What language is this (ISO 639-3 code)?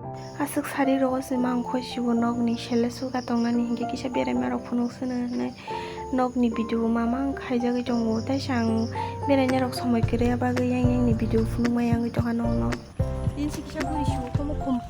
trp